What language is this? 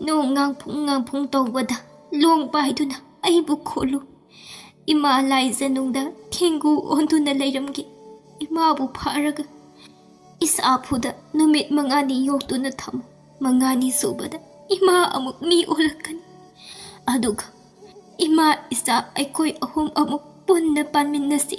Manipuri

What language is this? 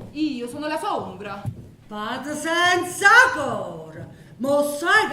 Neapolitan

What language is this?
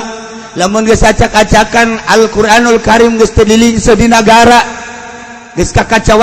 Sundanese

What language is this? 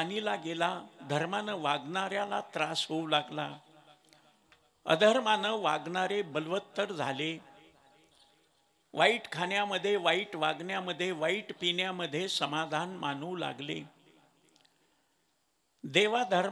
Marathi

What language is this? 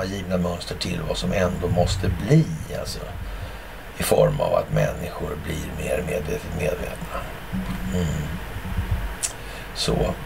Swedish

